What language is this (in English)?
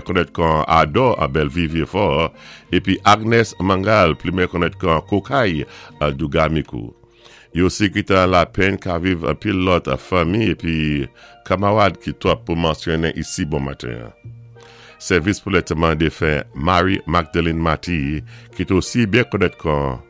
Saint Lucian Creole French